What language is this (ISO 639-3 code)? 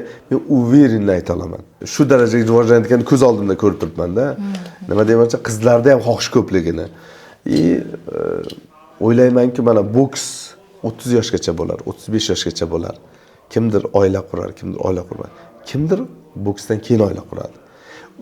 uzb